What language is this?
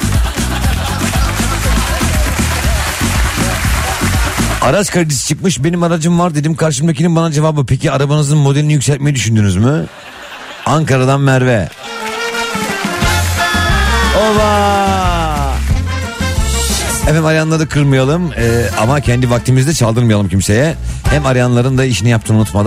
Turkish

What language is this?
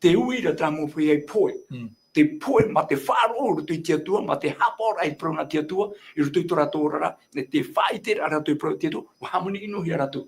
Tahitian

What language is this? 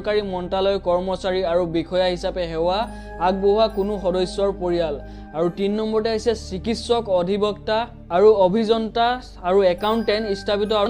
Assamese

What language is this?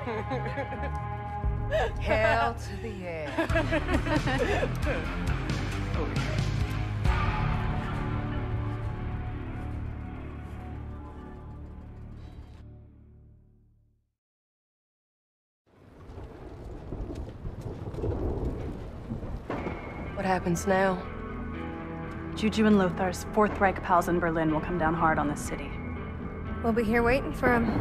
English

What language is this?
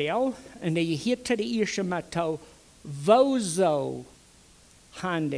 Plautdietsch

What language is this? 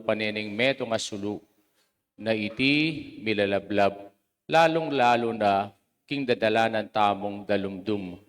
Pampanga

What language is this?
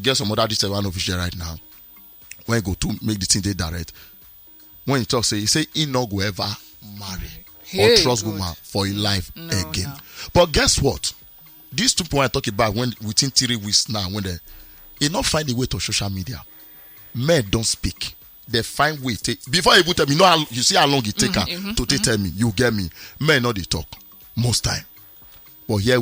Nigerian Pidgin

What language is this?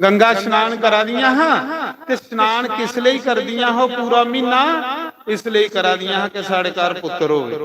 Dogri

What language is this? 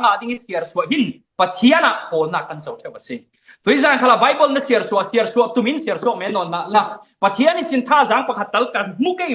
Falam Chin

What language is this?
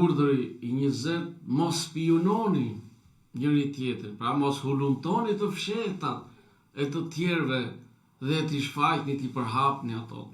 Albanian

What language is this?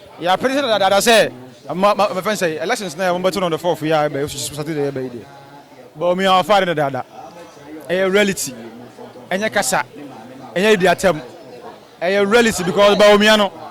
Akan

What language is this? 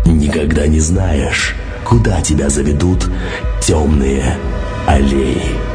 Russian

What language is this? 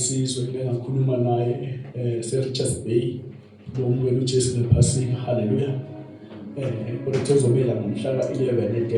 Zulu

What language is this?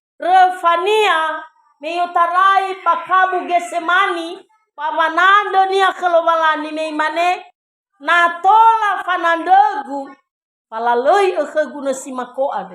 Nias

